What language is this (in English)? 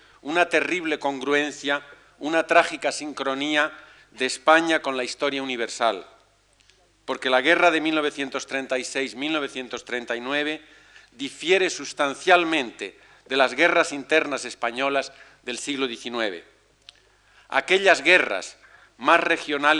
Spanish